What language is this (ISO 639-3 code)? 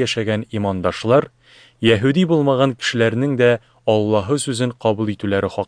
tat